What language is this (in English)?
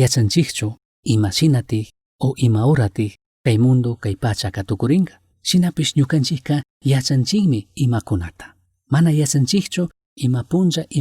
Chimborazo Highland Quichua